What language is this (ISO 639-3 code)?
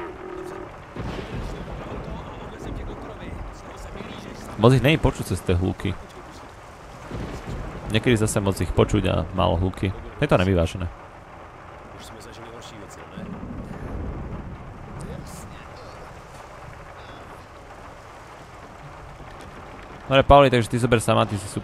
slk